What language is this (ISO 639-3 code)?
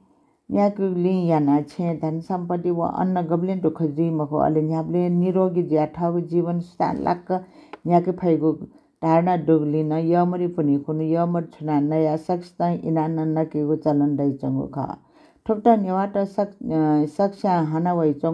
new